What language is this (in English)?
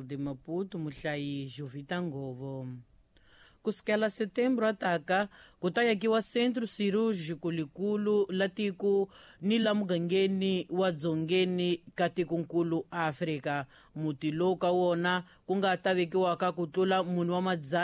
Tsonga